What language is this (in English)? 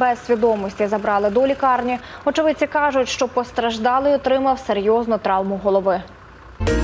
Ukrainian